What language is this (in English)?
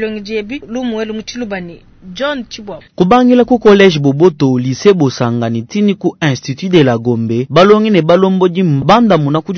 Luba-Lulua